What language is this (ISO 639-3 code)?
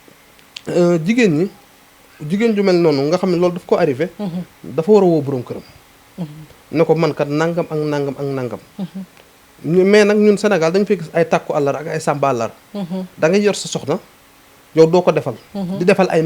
wol